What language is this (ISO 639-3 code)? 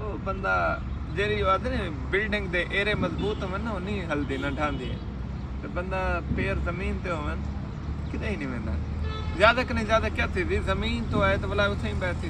skr